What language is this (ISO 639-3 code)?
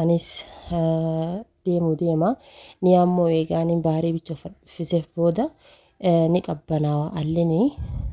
orm